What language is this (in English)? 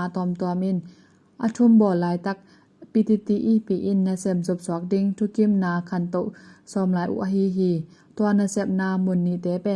Tedim Chin